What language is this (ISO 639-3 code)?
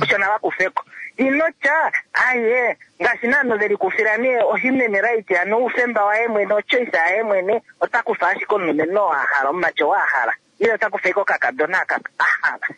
kua